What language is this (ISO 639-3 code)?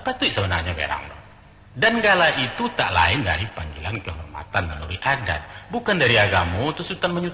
min